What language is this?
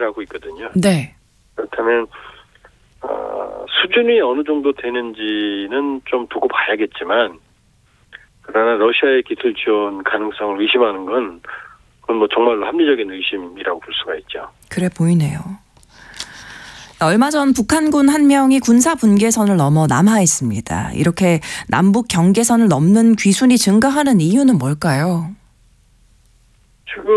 Korean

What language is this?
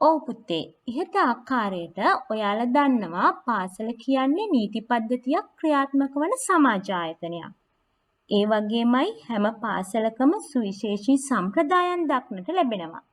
Sinhala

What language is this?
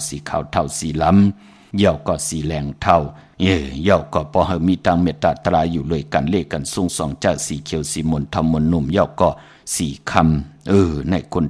Shan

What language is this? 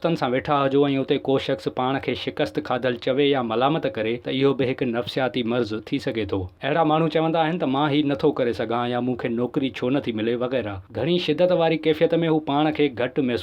Sindhi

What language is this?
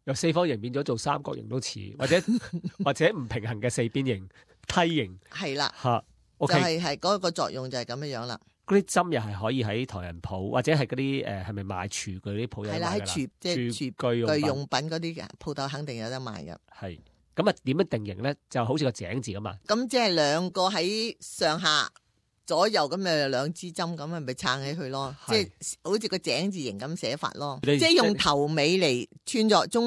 Cantonese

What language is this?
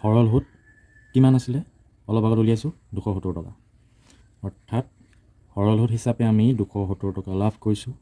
Assamese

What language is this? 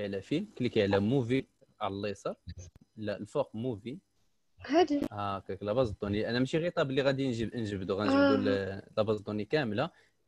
Moroccan Arabic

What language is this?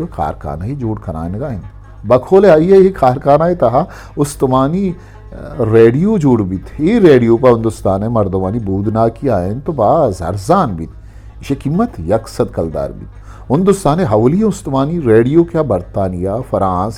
Eastern Balochi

